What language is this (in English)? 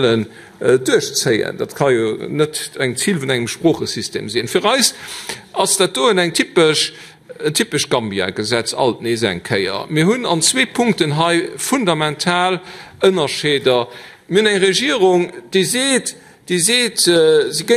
Luxembourgish